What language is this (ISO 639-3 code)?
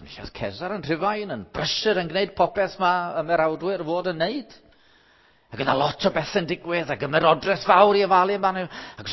cym